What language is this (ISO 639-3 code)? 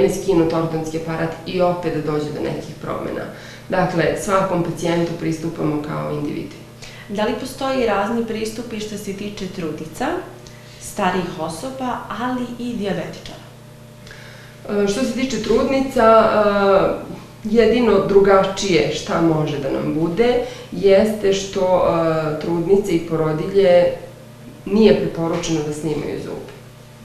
srp